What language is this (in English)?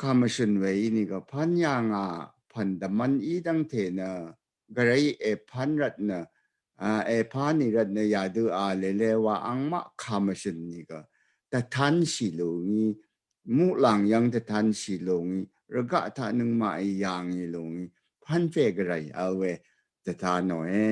Rawang